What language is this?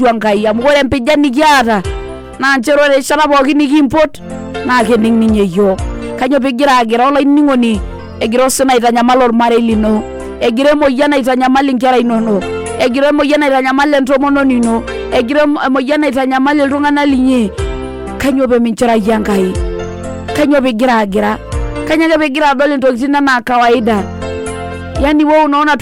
Masai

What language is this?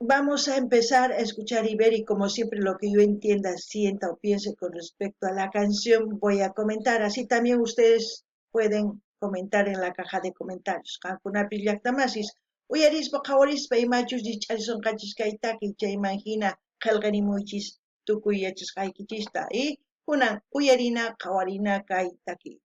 South Bolivian Quechua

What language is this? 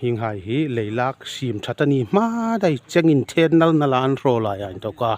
Hmar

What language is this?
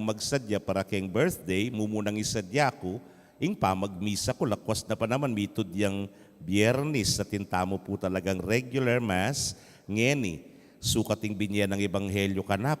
Pampanga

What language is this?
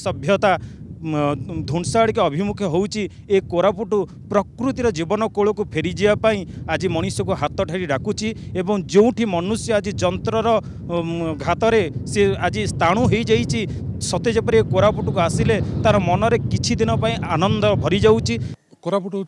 Odia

